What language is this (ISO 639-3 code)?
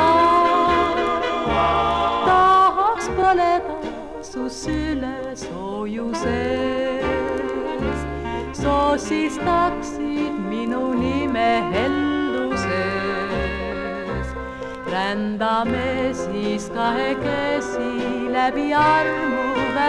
est